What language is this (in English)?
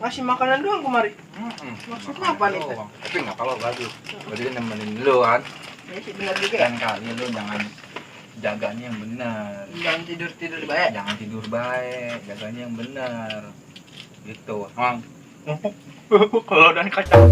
Betawi